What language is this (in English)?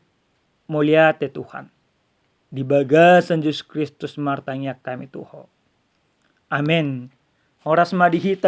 Batak Toba